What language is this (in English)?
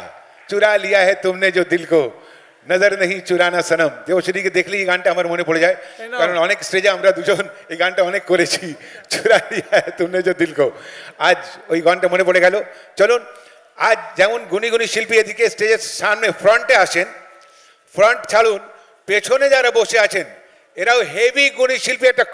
Bangla